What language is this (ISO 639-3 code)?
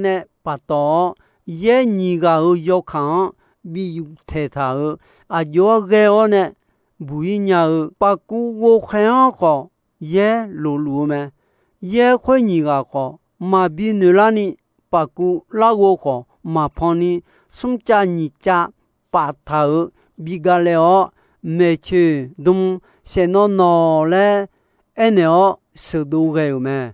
ahk